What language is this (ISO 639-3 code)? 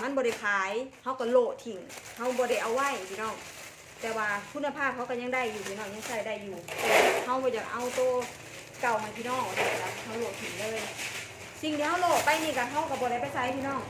tts